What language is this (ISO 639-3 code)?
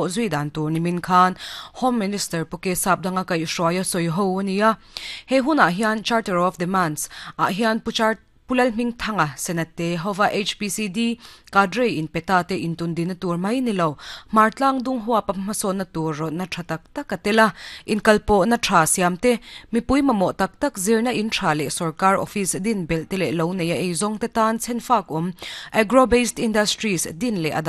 lus